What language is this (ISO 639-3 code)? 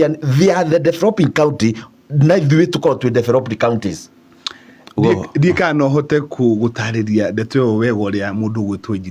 kik